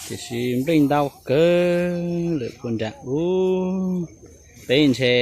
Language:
Hmong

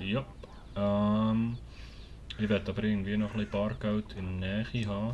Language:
Swiss German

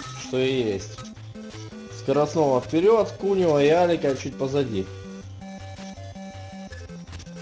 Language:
Russian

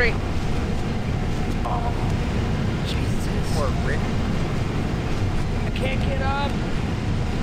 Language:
English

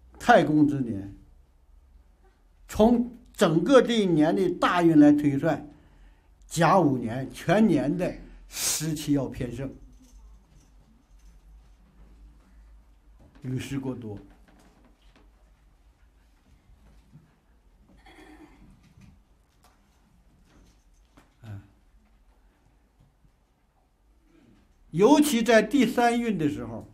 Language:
Chinese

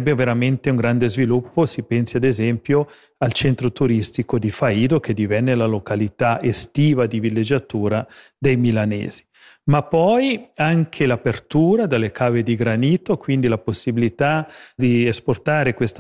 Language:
Italian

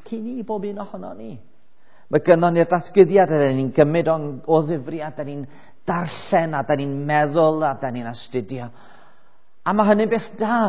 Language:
Welsh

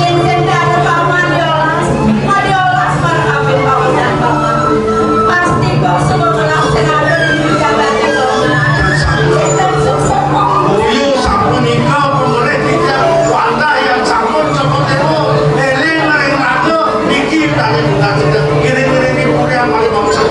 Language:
Balinese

